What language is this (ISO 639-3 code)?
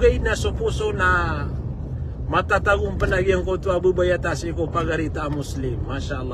mrw